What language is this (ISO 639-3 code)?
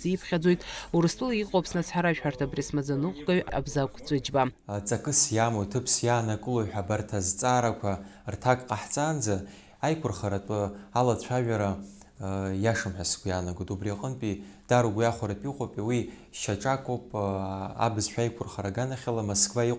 abk